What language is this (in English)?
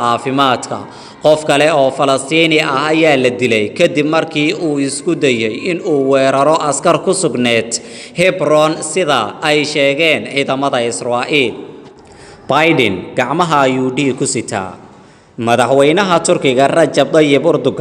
Somali